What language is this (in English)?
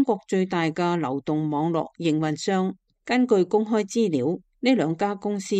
Cantonese